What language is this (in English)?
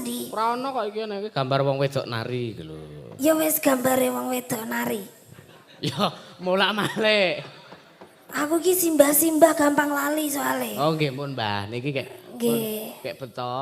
Javanese